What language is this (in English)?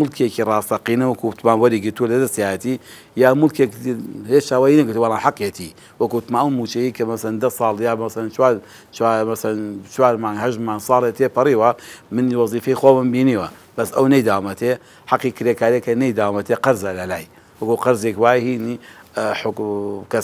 Central Kurdish